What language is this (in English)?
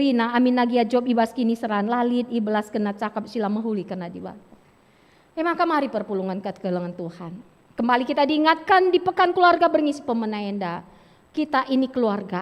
Batak Karo